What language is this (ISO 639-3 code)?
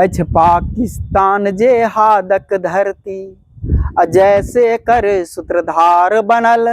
mai